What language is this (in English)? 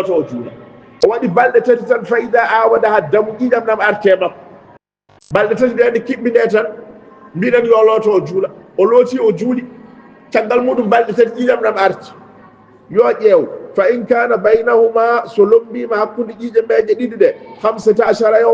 Fula